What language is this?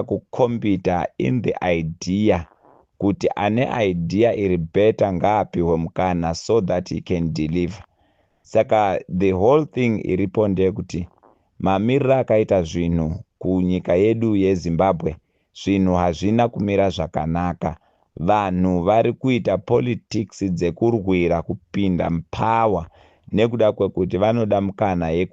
Shona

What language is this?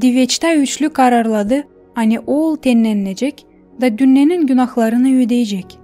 Gagauz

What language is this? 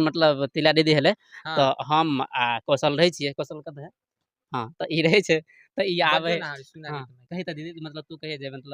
Maithili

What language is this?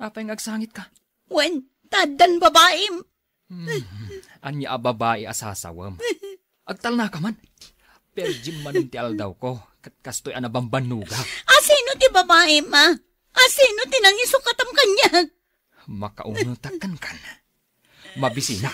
Iloko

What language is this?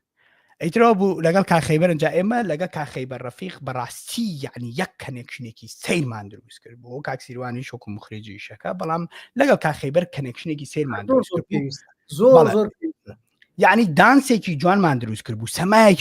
Central Kurdish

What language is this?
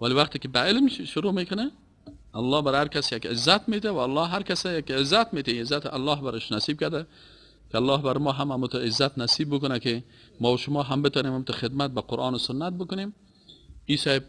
Persian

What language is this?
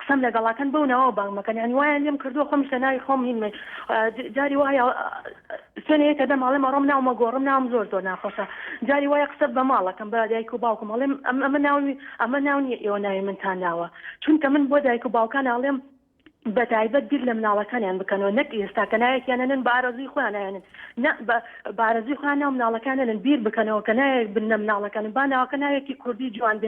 Central Kurdish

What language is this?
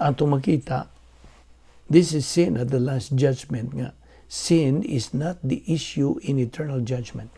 Cebuano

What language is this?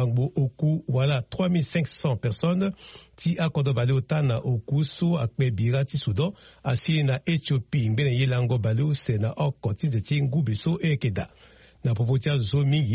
Sango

